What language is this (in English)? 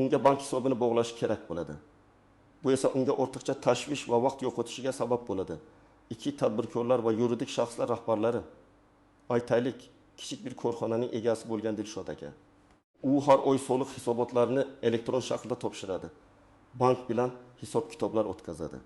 Uzbek